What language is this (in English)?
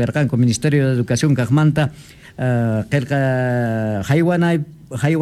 South Bolivian Quechua